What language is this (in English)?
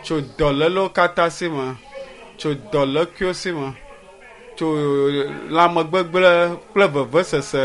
Ewe